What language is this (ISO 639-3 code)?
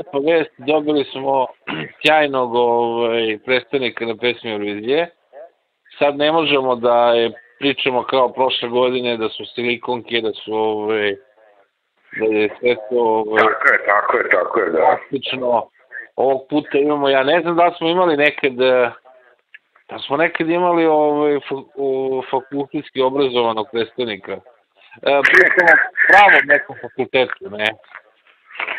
srp